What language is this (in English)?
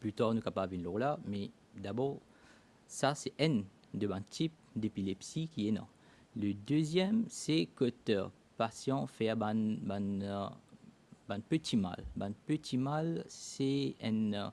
Morisyen